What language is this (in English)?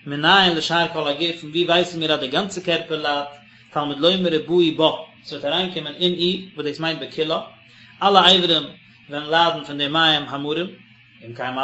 Yiddish